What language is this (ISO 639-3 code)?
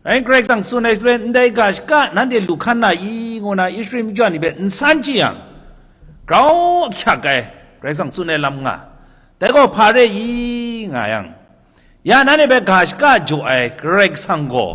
kac